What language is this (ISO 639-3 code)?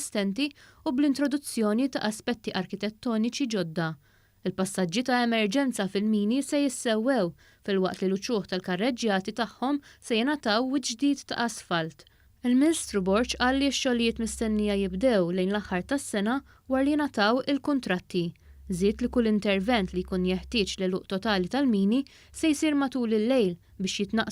mlt